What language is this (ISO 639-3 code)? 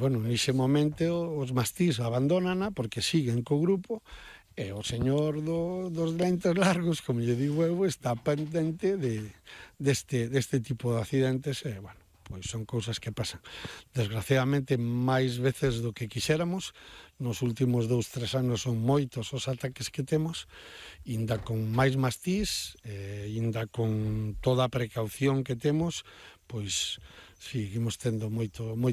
glg